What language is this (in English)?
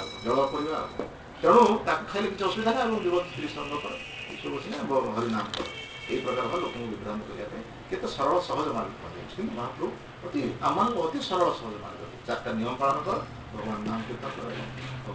Odia